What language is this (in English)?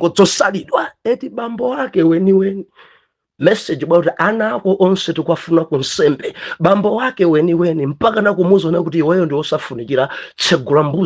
Nyanja